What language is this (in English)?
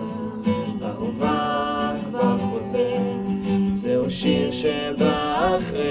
Hebrew